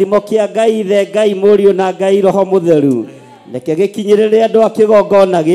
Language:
Kikuyu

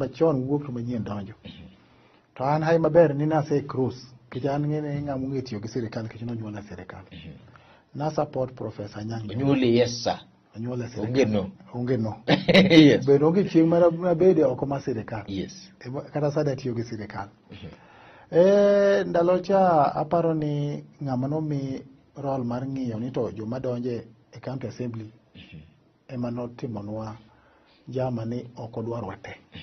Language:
Luo (Kenya and Tanzania)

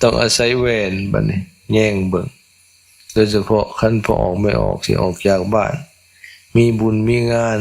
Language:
Lao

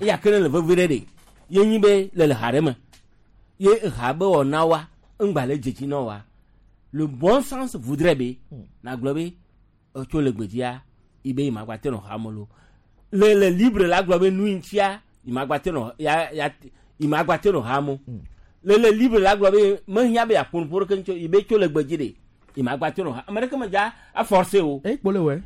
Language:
Gen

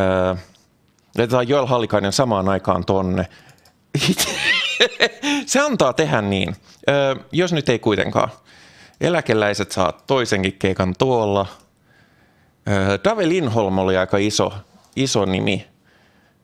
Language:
Finnish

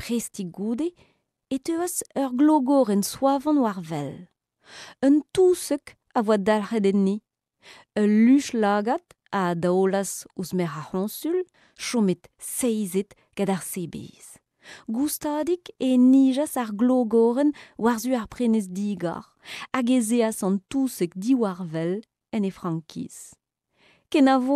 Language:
Breton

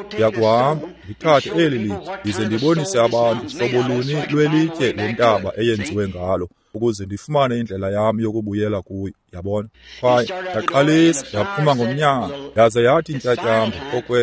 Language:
Xhosa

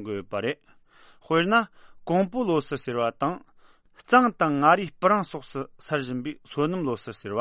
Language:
Tibetan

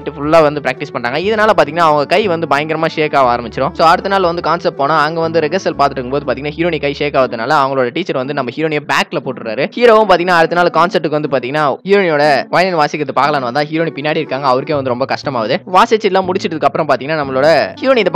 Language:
Tamil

